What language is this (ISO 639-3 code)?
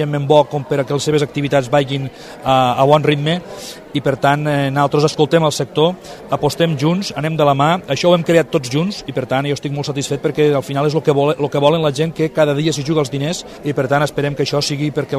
cat